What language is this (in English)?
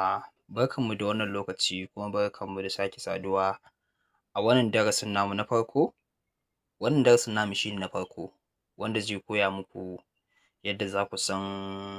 Hausa